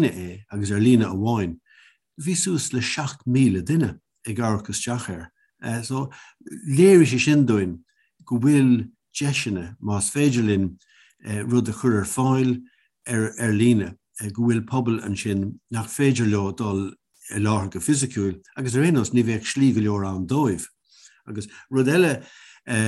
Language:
Irish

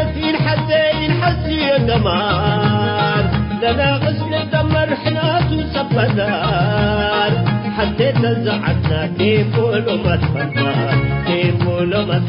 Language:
Tigre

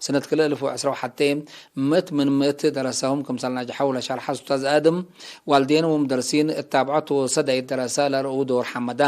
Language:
Tigre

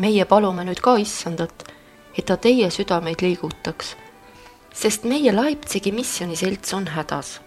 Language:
Estonian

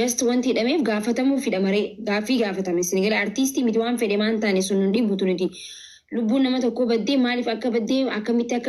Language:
Oromo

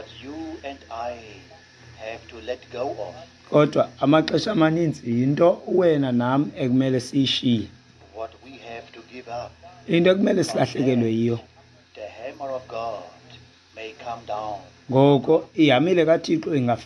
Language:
Xhosa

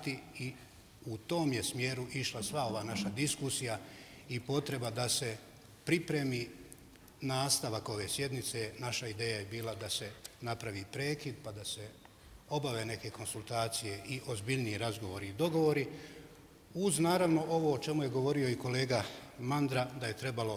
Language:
Bosnian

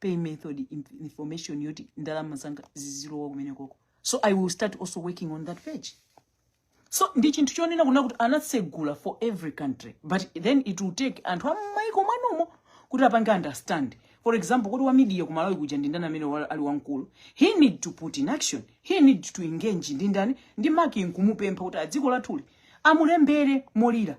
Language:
Nyanja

